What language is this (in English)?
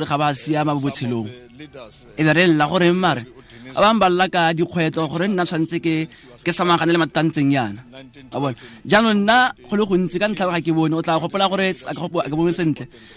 Tswana